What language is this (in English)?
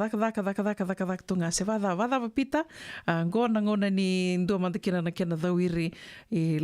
Fijian